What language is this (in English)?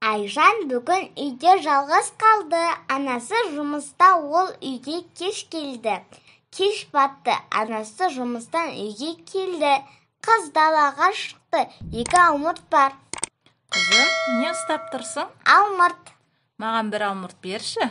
Kazakh